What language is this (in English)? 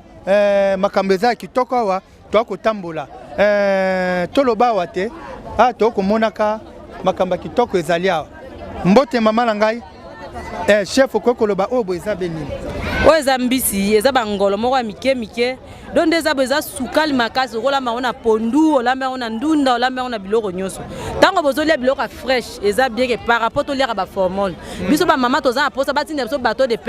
Lingala